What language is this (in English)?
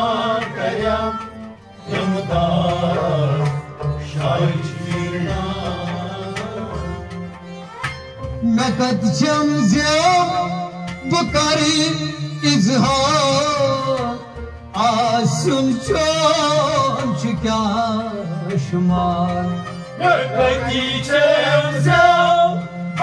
Kashmiri